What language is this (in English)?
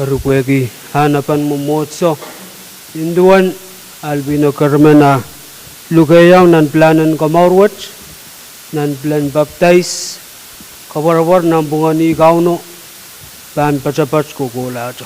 Pohnpeian